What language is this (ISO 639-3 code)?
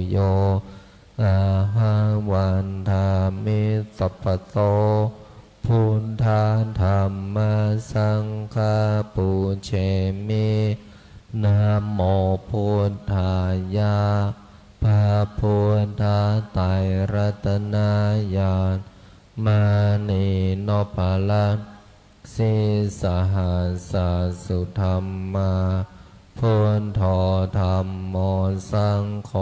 pli